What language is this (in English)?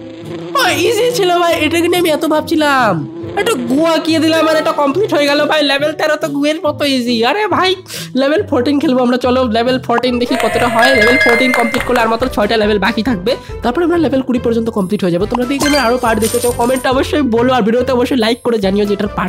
Bangla